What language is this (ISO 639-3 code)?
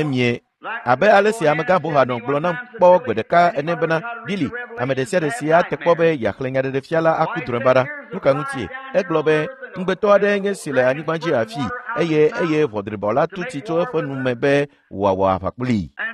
ewe